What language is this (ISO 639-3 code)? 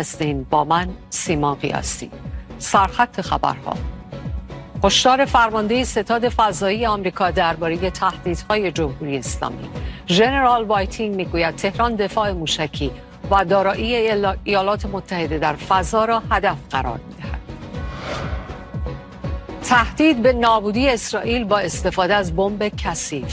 fas